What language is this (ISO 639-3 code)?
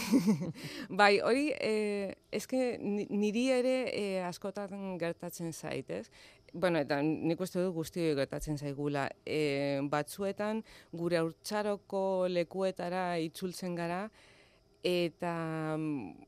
eus